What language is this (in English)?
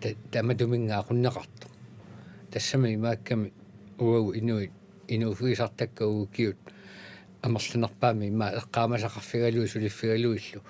Kalaallisut